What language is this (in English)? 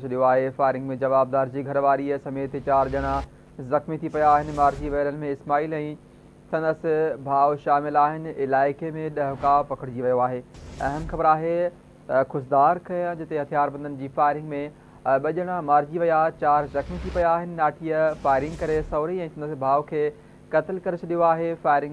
Sindhi